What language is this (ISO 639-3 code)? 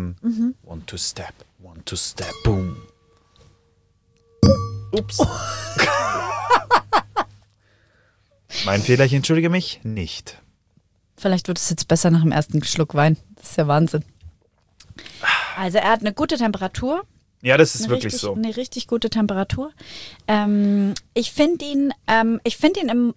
deu